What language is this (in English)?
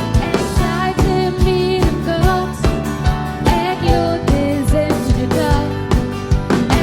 Plautdietsch